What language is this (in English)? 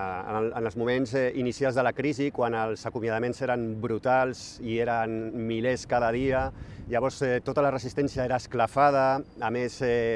Catalan